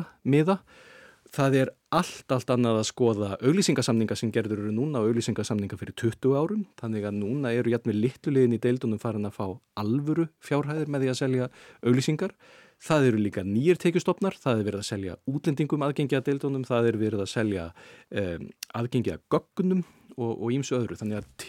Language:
Icelandic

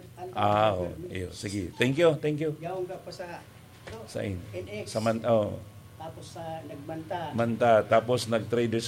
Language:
Bikol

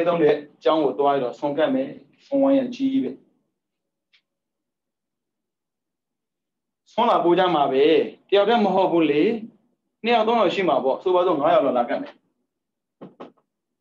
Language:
Burmese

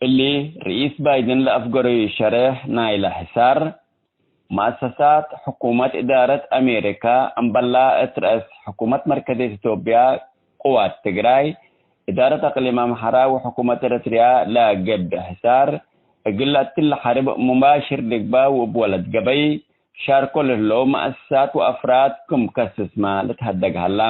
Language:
Tigre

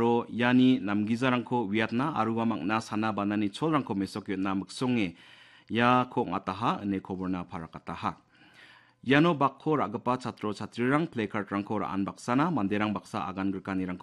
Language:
Garo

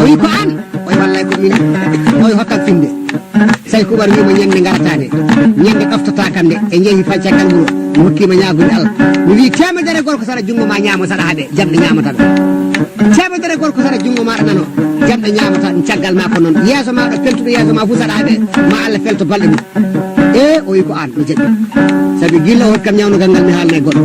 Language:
Fula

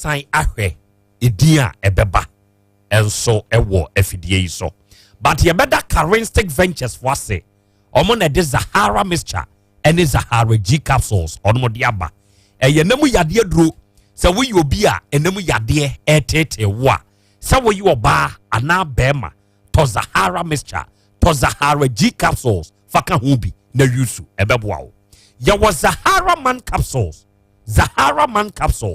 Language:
Akan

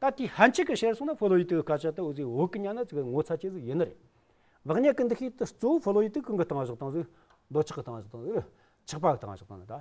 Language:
Amdo Tibetan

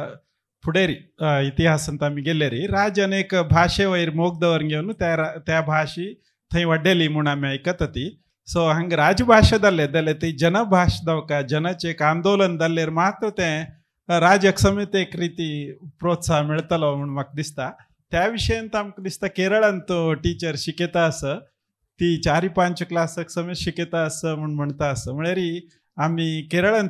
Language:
Konkani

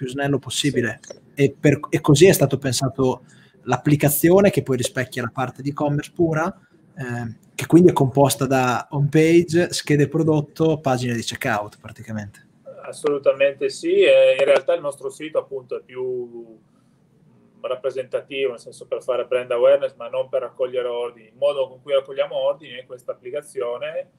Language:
Italian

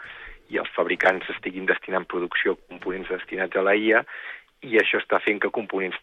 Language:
Catalan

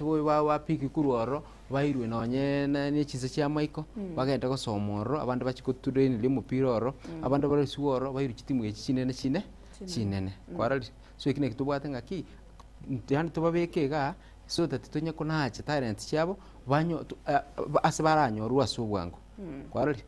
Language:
Gusii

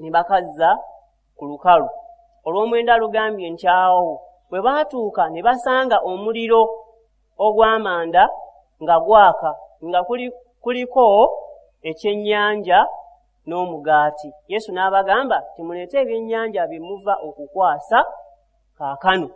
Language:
Ganda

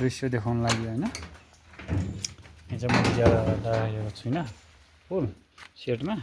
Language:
Nepali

